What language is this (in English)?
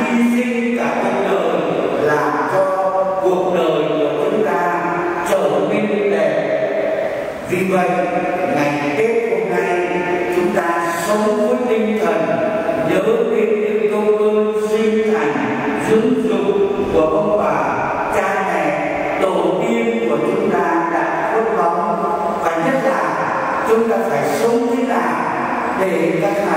Vietnamese